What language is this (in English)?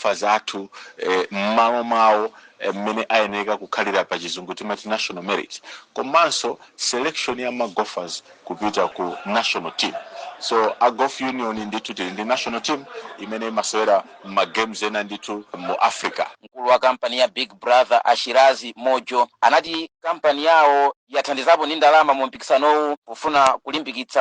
Nyanja